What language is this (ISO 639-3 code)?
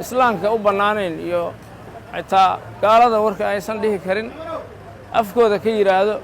som